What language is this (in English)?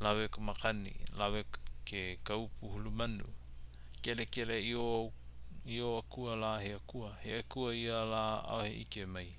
Hawaiian